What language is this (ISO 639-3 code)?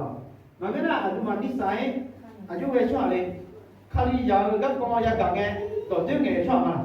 ahk